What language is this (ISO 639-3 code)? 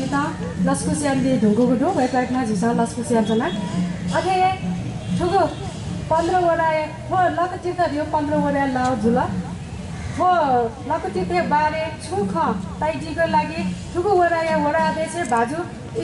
new